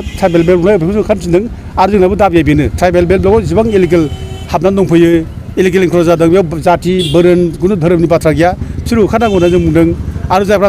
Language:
Bodo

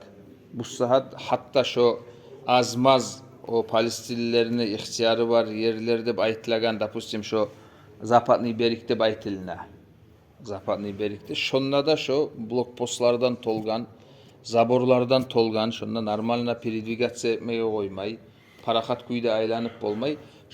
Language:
Kumyk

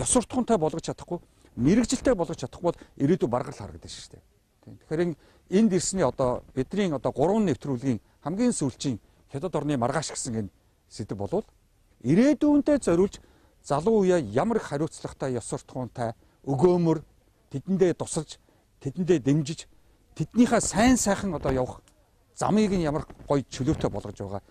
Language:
Mongolian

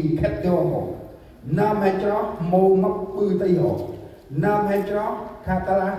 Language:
Central Mnong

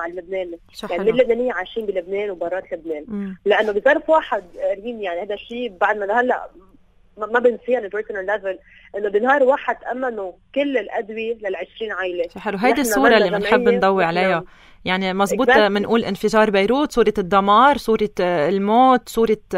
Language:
North Levantine Arabic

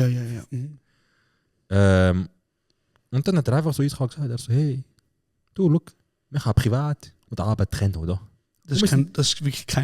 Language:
Swiss German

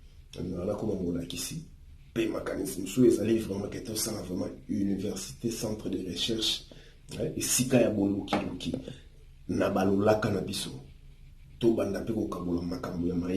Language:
Lingala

